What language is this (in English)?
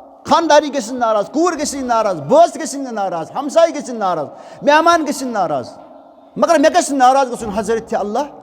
Kashmiri